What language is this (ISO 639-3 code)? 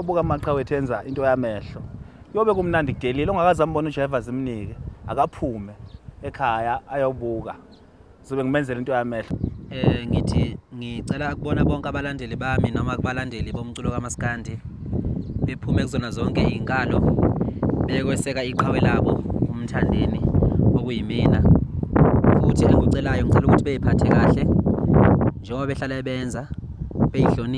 zul